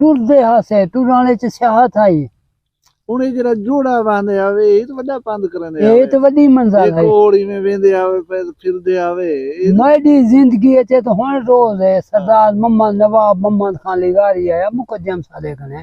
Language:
Saraiki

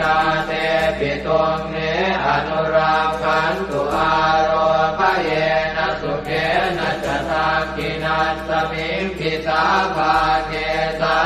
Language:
Pali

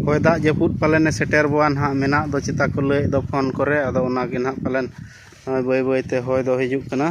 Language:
Santali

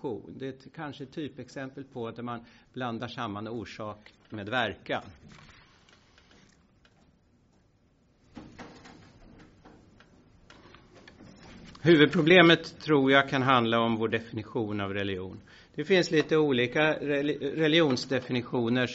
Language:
Swedish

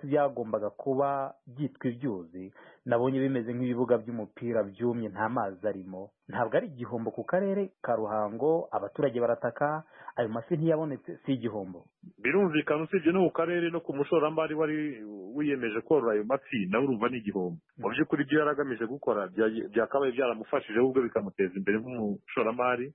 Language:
Kinyarwanda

